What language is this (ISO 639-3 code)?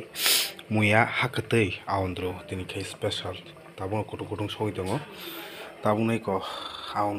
trp